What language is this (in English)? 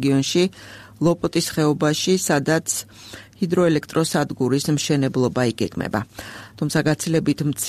Georgian